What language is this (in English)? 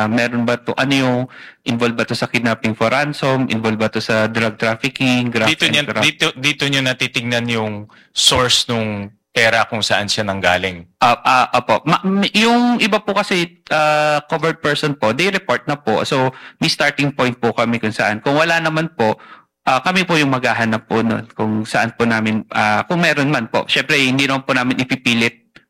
Filipino